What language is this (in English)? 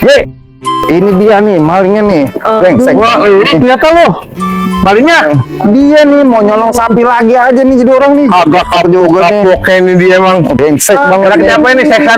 Betawi